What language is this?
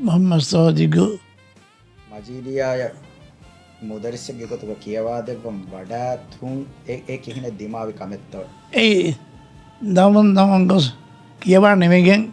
Divehi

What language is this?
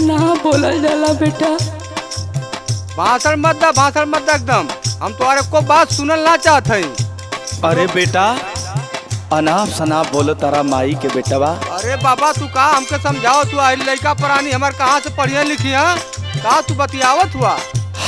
Bhojpuri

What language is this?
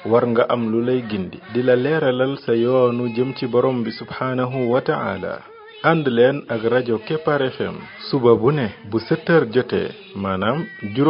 Wolof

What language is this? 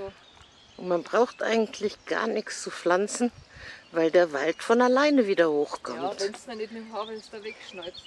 Bavarian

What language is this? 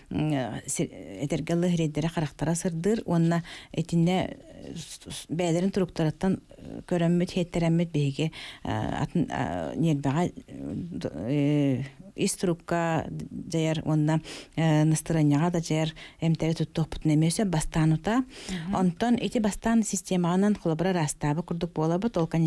Yakut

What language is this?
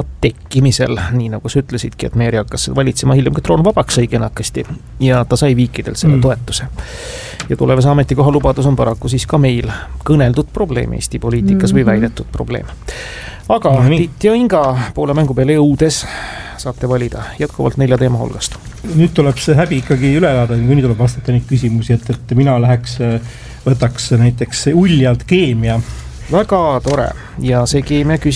Estonian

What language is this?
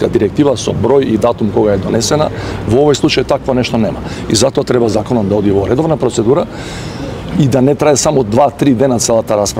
Macedonian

